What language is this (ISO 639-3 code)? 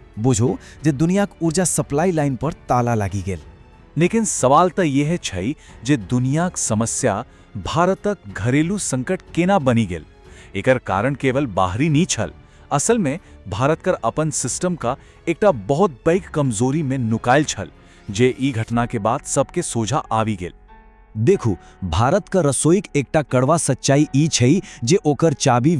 mai